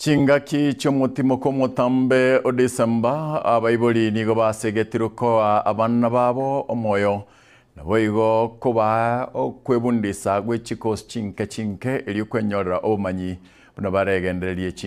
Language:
Gusii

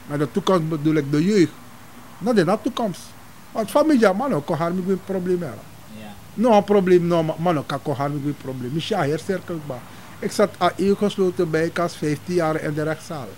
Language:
Sranan Tongo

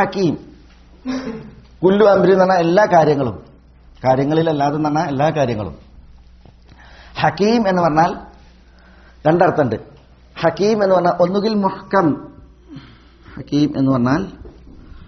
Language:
Malayalam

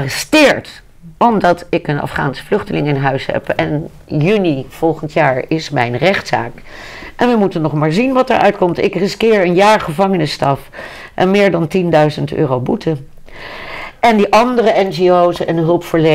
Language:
Dutch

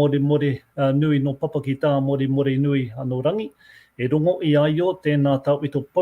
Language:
Māori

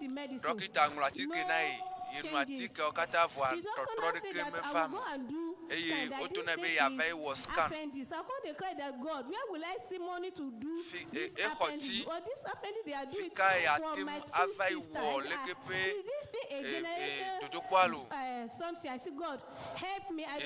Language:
Ewe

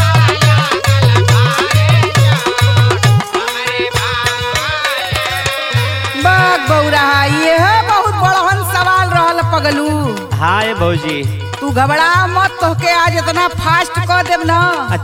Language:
Bhojpuri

